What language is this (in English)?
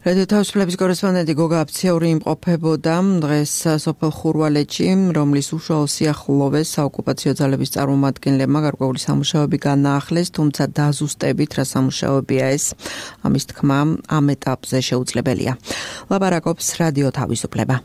Georgian